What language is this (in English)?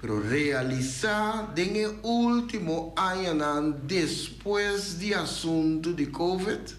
Papiamento